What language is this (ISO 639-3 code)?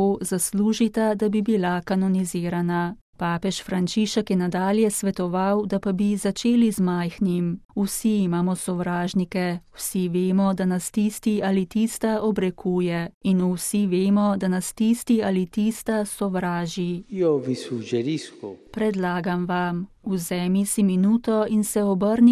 slv